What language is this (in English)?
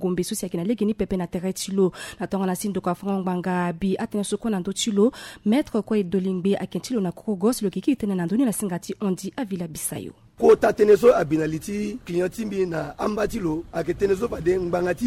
Sango